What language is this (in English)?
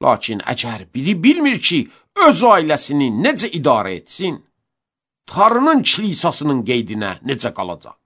Azerbaijani